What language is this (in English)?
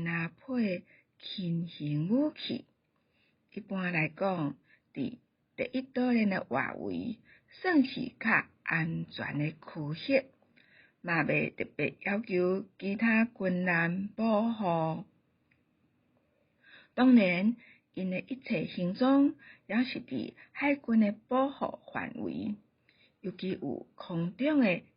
Min Nan Chinese